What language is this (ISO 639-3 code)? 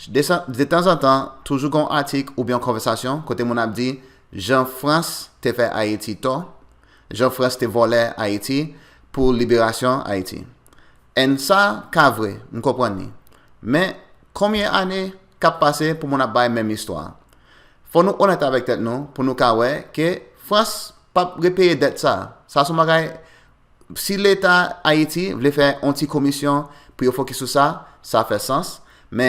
hat